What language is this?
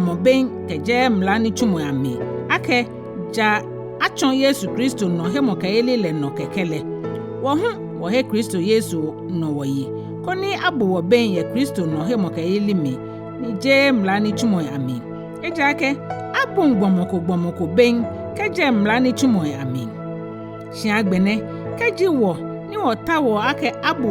Ga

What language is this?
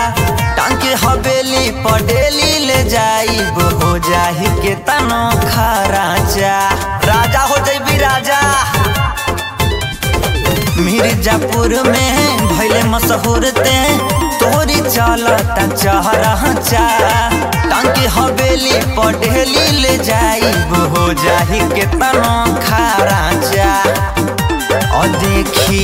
Bhojpuri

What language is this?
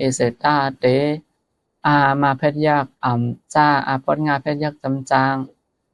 Shan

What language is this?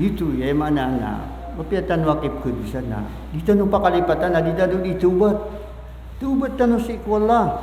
Maranao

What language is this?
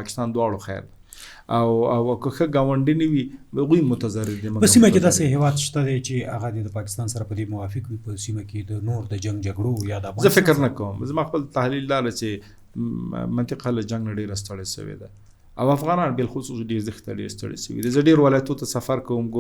Pashto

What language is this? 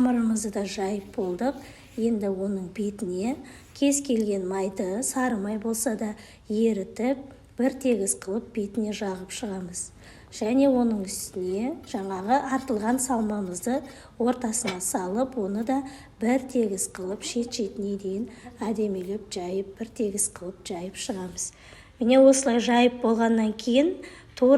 Kazakh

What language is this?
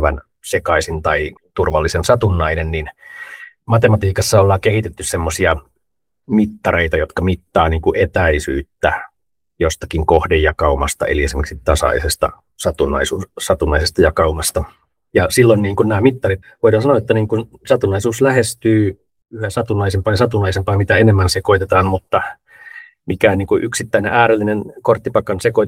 Finnish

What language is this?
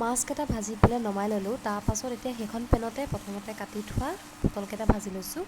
Assamese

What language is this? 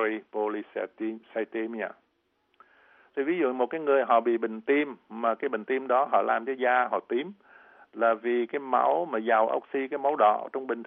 Vietnamese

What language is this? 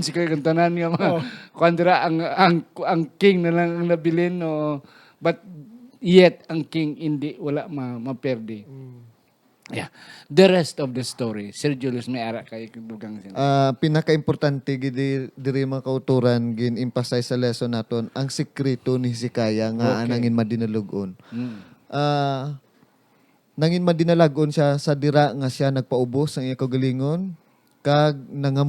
Hiligaynon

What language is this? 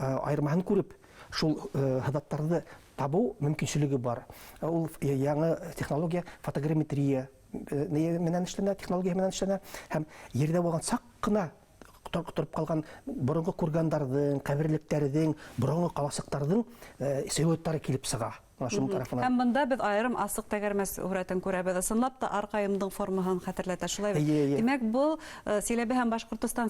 Bashkir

